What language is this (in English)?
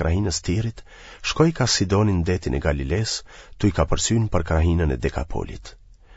Albanian